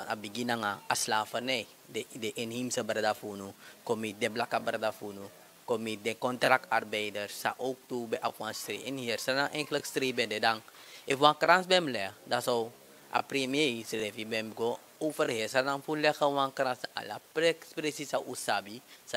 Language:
Sranan Tongo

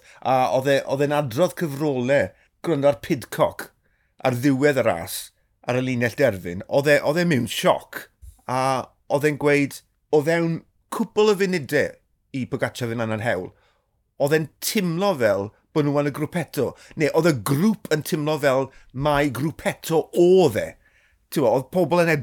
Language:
Welsh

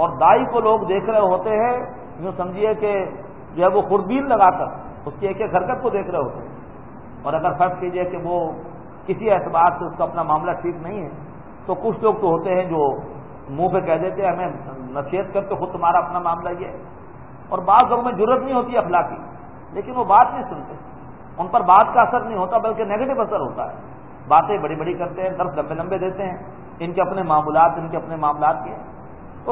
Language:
Urdu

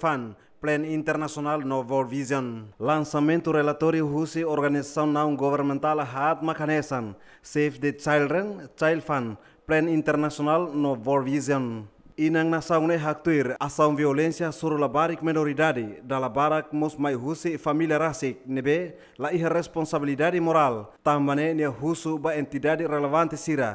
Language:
Tetum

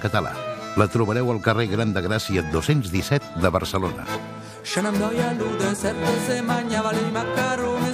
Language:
Catalan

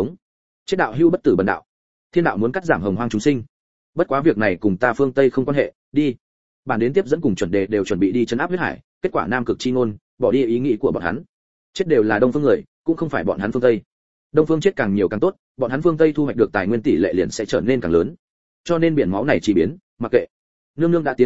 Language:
Vietnamese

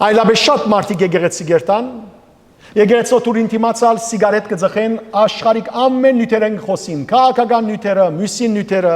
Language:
Western Armenian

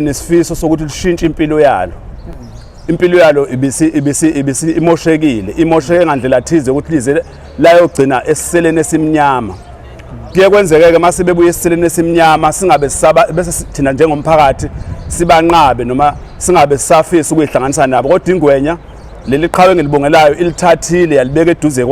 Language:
Zulu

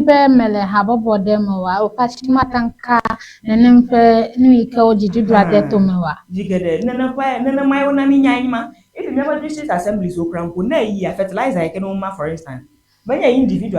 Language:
Ewe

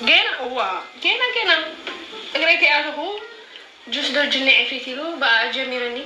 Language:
Tigrinya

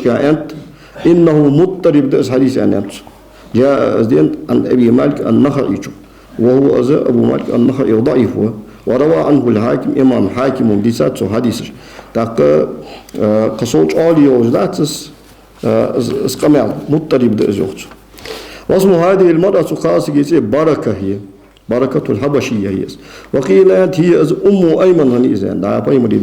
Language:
Ingush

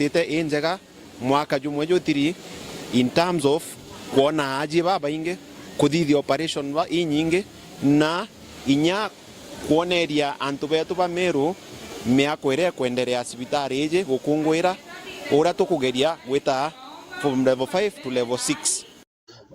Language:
Meru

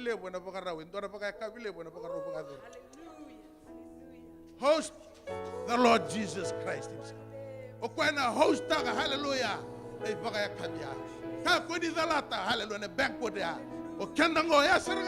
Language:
Fijian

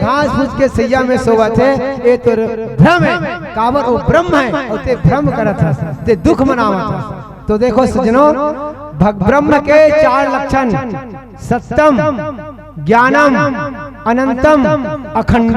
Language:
Chhattisgarhi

